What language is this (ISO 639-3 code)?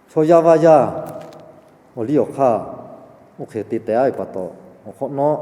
lhu